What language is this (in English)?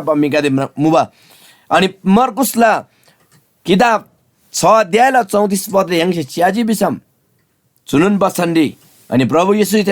Eastern Tamang